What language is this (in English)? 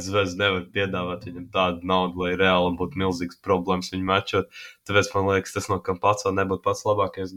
Latvian